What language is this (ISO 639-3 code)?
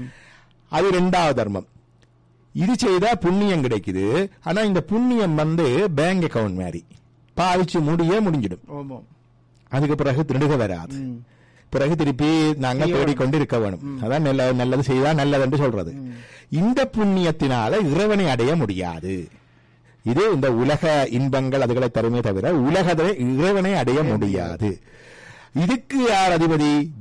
tam